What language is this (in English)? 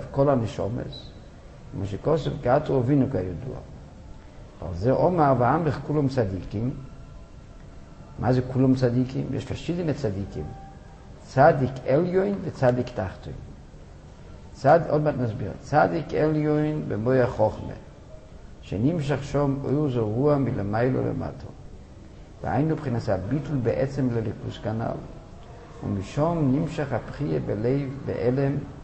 Hebrew